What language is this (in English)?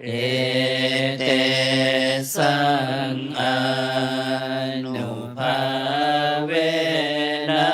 Pali